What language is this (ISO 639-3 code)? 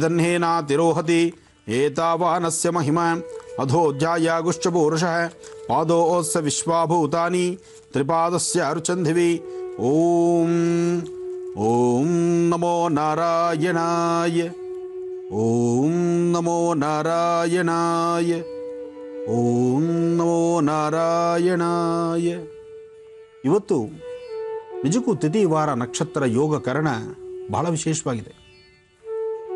kan